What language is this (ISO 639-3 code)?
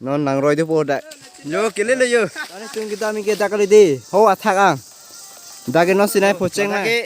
mjw